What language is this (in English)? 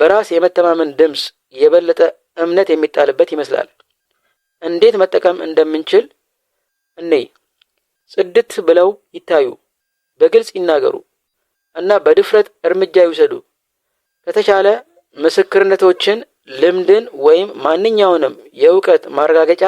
Amharic